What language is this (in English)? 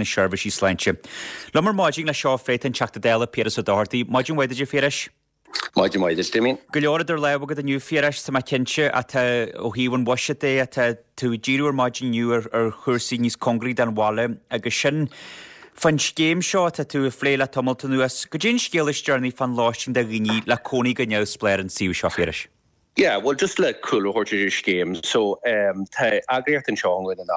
Irish